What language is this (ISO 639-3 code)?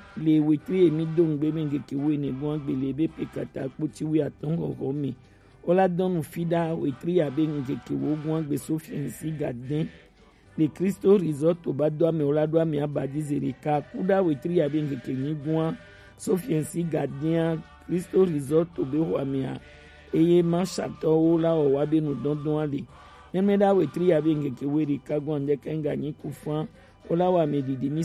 gej